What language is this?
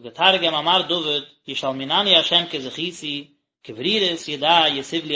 Yiddish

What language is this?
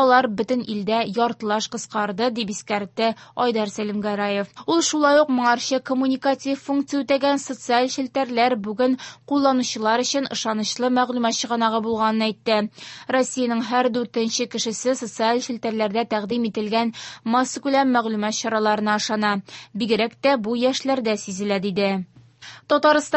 Tatar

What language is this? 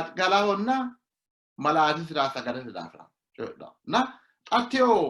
Sidamo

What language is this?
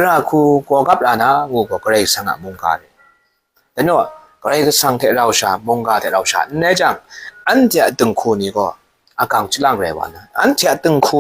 Kachin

